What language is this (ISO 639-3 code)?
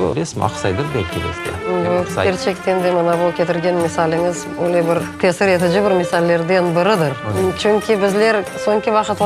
crh